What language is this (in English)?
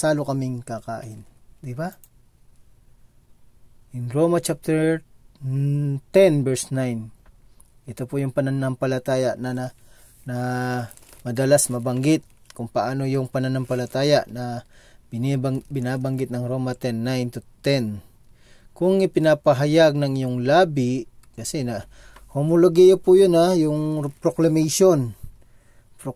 Filipino